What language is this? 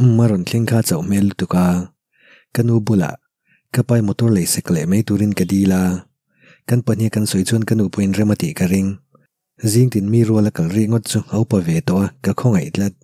Mizo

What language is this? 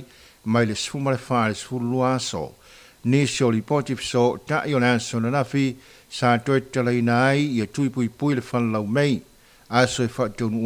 Samoan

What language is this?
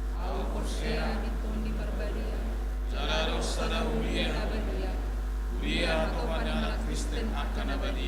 Batak Toba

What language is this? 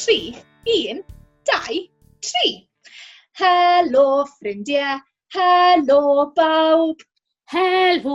Welsh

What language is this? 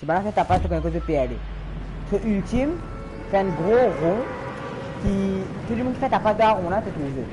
Morisyen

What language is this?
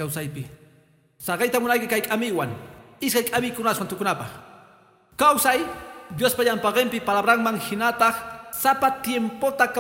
Quechua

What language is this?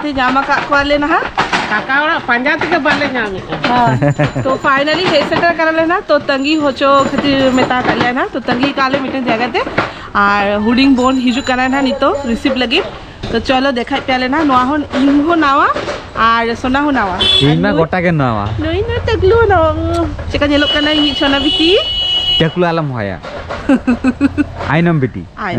Santali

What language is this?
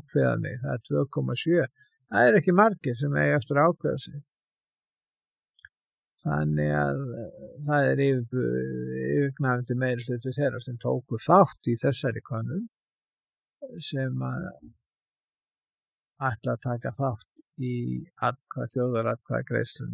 Icelandic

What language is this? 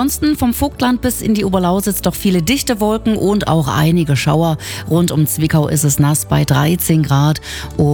German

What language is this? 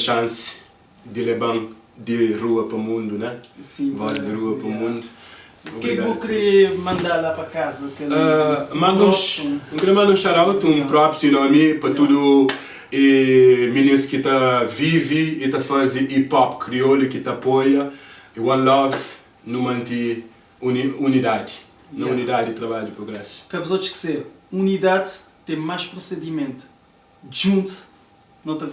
Kabuverdianu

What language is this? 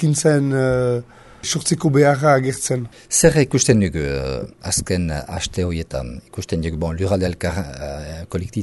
Basque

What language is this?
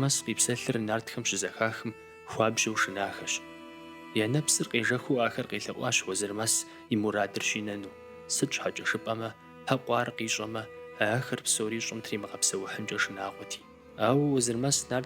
Kabardian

